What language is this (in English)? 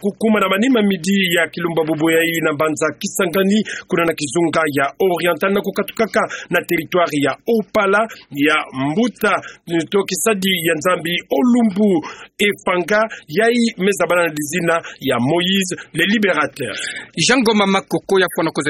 Kituba (Democratic Republic of Congo)